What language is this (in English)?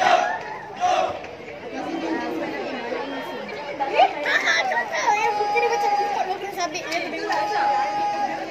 Malay